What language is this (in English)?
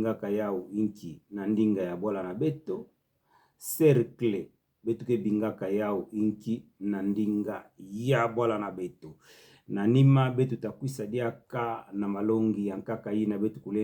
Kituba (Democratic Republic of Congo)